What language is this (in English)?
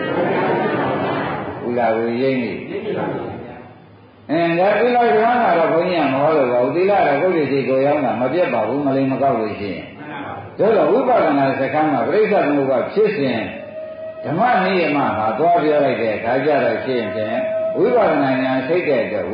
Burmese